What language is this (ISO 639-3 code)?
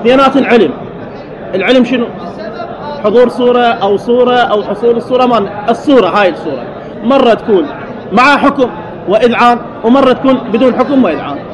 acm